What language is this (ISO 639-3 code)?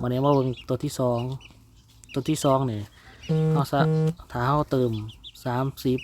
lao